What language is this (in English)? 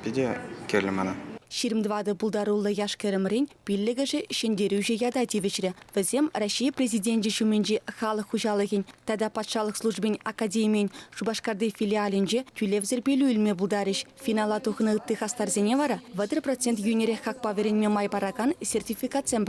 Chuvash